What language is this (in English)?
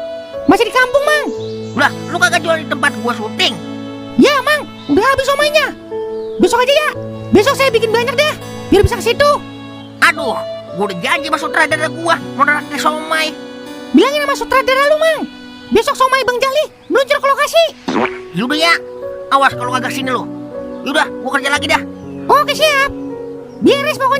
Betawi